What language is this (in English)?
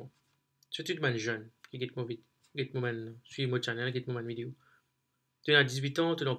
Morisyen